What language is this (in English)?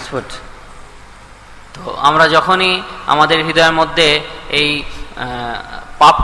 Bangla